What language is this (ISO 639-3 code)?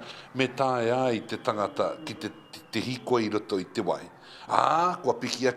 mri